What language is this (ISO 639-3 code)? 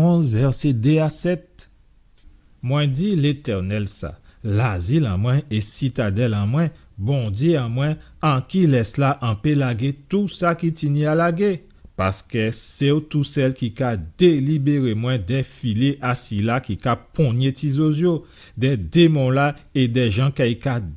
gcf